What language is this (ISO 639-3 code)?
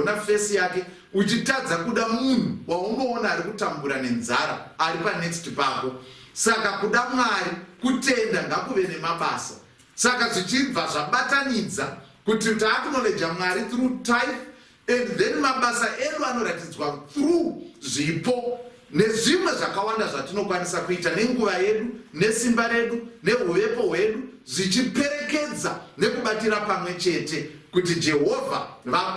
sna